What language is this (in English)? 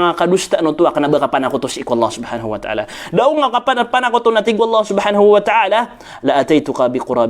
Maranao